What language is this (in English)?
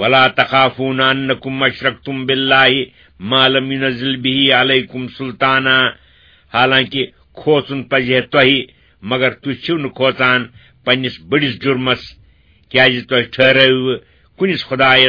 Kashmiri